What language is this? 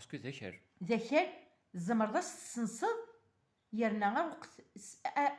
Kabyle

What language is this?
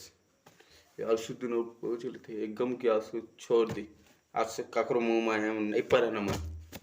Chhattisgarhi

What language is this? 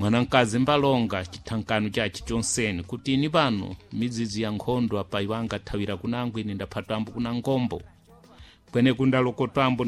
Sena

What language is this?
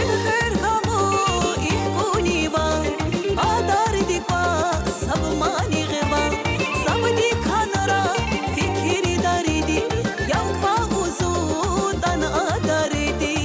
Tabassaran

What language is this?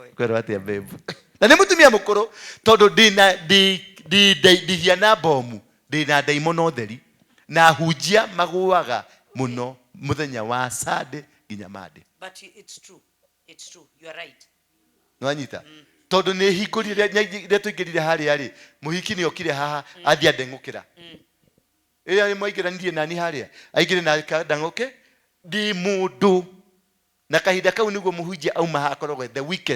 Kikuyu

